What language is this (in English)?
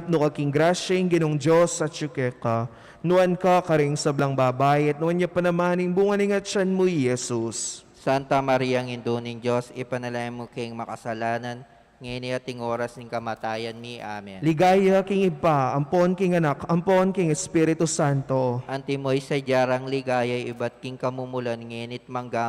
Pampanga